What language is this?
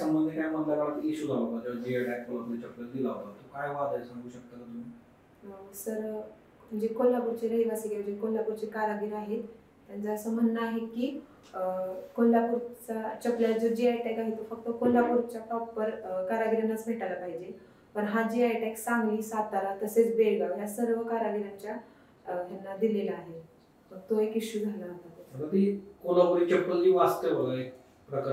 Marathi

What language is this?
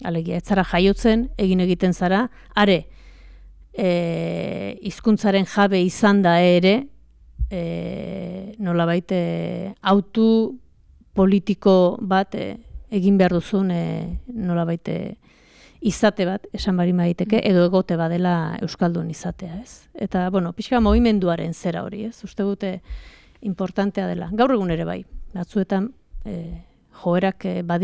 Basque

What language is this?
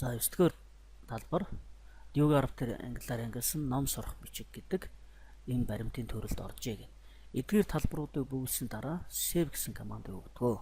Mongolian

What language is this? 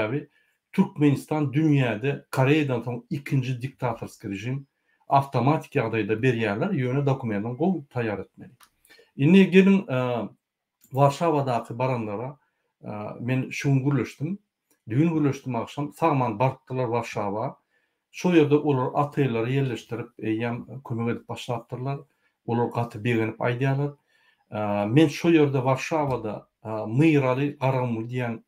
Turkmen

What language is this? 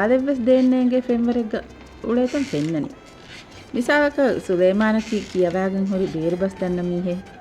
Divehi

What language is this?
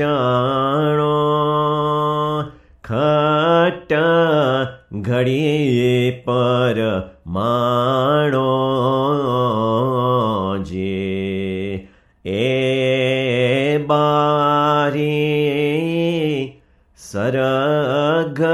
Gujarati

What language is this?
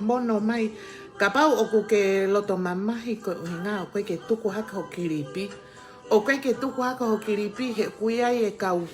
Tongan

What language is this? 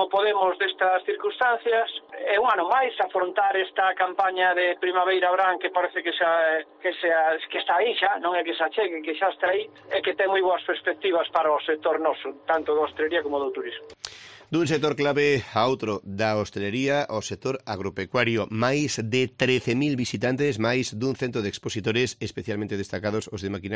Galician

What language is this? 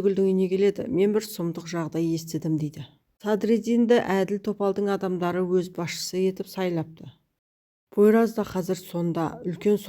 Kazakh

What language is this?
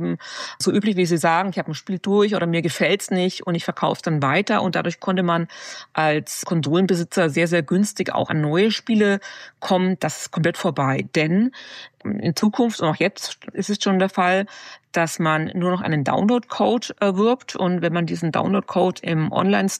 German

